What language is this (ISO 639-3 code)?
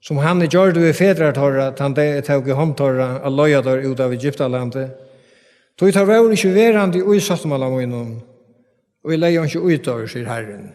fao